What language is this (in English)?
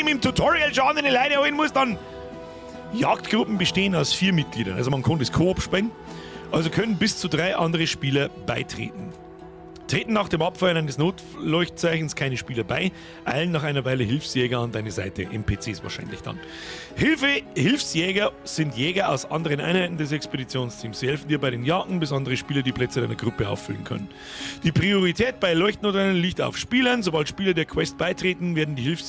Bavarian